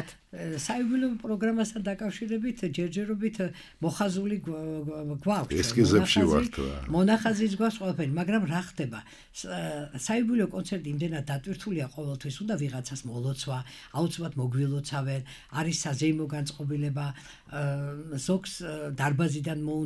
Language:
Georgian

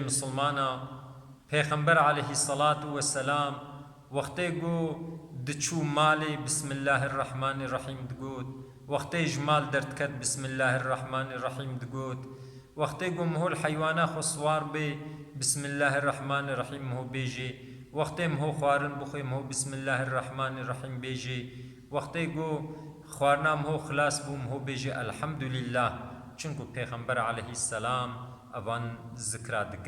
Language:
Kurdish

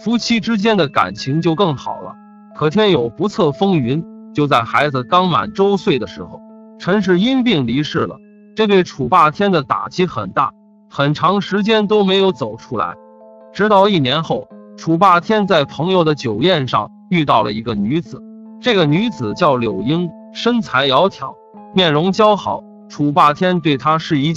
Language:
Chinese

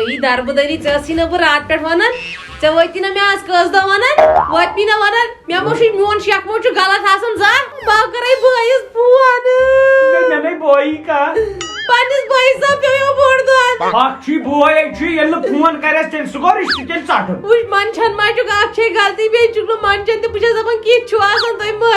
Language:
Kashmiri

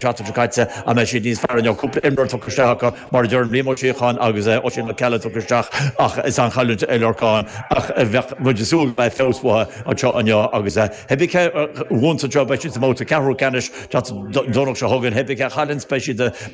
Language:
Irish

